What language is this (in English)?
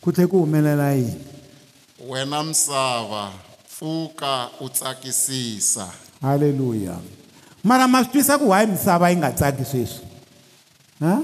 Tsonga